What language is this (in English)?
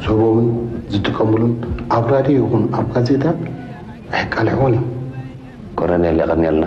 Tigrinya